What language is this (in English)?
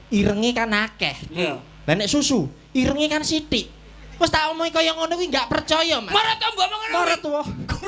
Javanese